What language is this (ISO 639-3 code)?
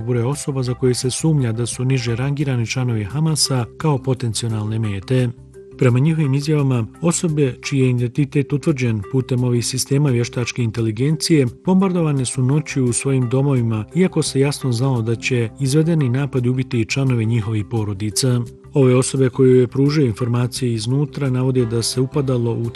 bos